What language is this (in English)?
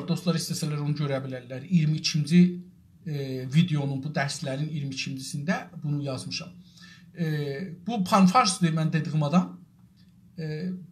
South Azerbaijani